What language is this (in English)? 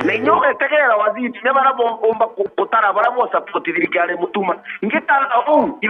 Meru